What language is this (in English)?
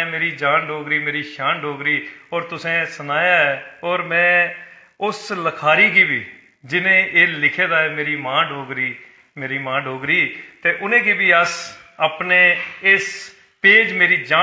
Dogri